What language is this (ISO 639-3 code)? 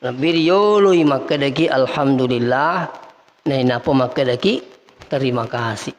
bug